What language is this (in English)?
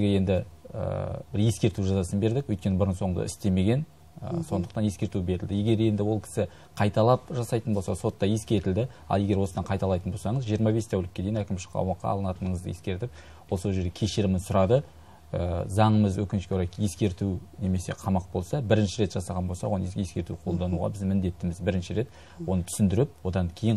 Kazakh